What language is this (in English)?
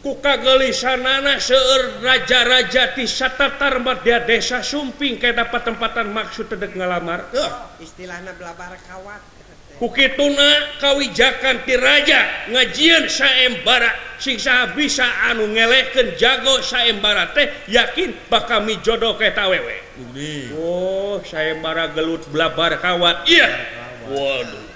Sundanese